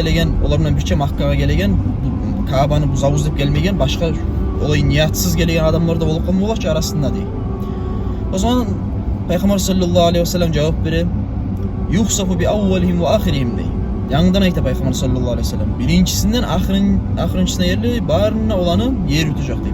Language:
Kumyk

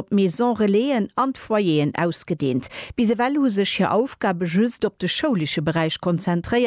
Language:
Luxembourgish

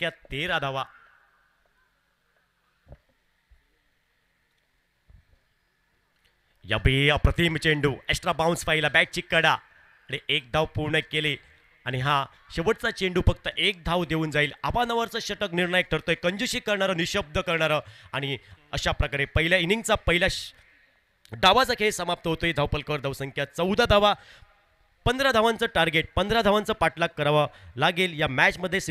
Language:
Marathi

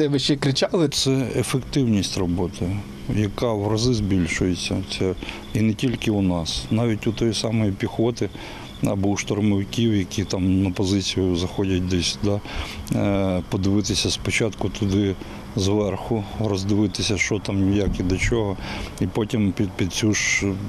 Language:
Ukrainian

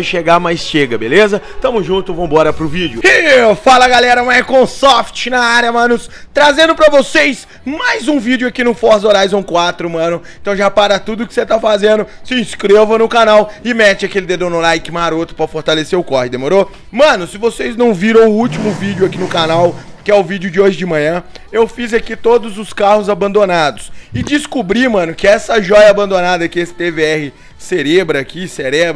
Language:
Portuguese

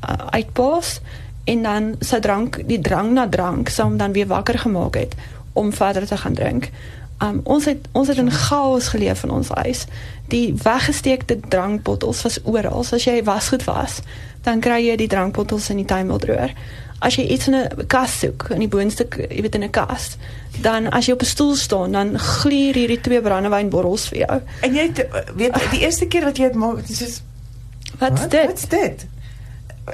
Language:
Afrikaans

